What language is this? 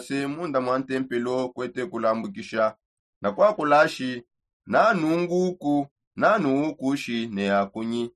Songe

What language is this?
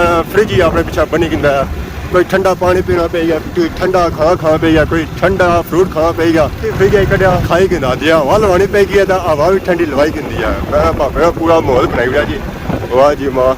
Pahari-Potwari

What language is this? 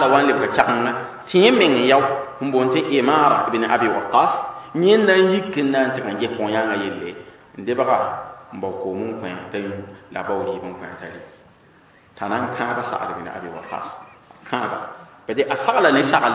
Mossi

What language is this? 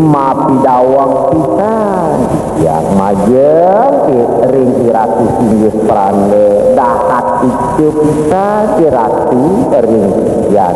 Balinese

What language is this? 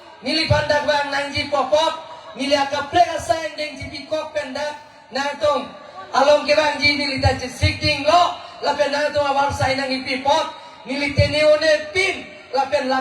Karbi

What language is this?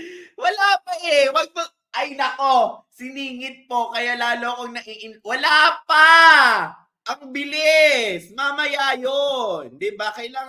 Filipino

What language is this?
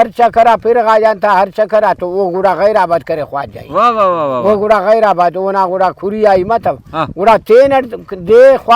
Brahui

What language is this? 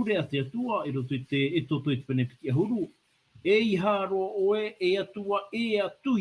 Tahitian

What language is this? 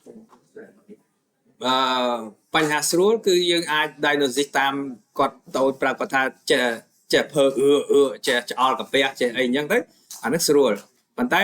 Khmer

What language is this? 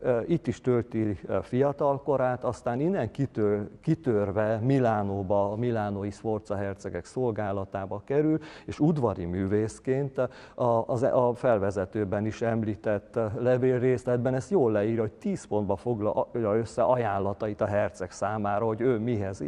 Hungarian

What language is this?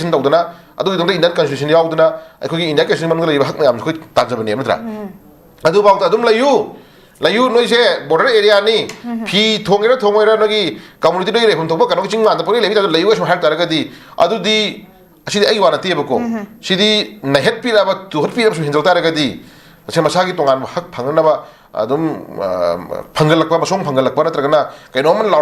Manipuri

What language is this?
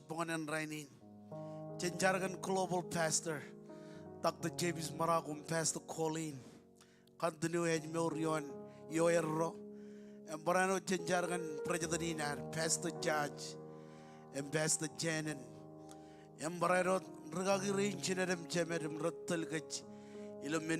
Marshallese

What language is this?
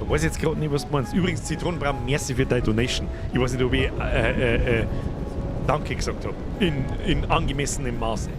Bavarian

